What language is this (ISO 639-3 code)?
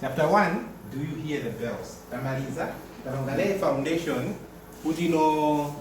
nya